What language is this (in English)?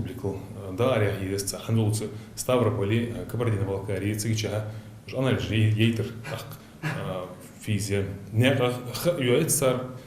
Ingush